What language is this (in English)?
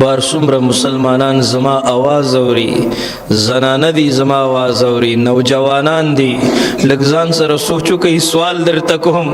Pashto